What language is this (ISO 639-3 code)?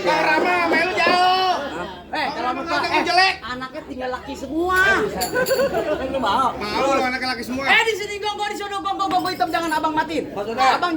bew